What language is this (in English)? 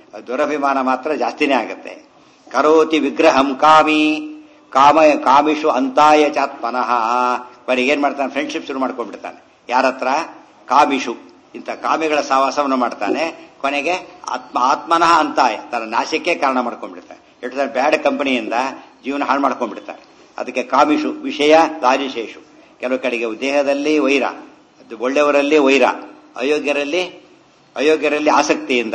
Kannada